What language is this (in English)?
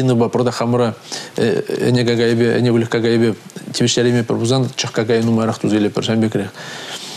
Chuvash